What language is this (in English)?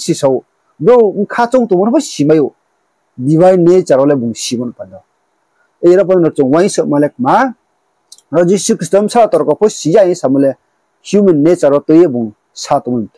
Riang (India)